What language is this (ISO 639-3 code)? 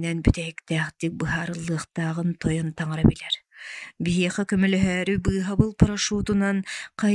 sah